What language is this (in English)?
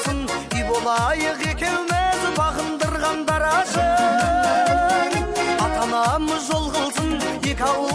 Kara-Kalpak